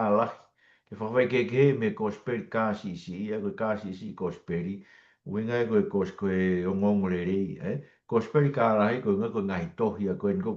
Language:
Tongan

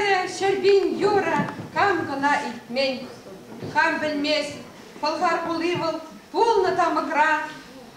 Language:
Chuvash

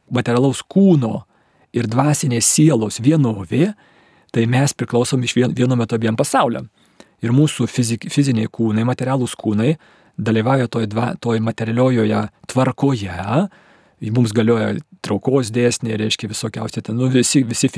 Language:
Lithuanian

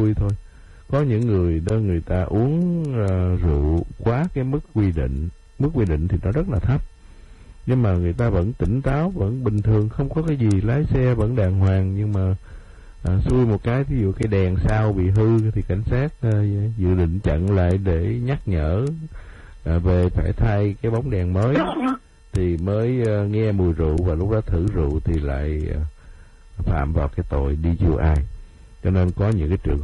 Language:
Vietnamese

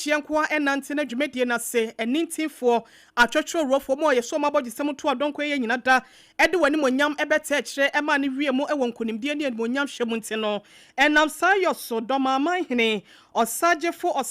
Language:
Akan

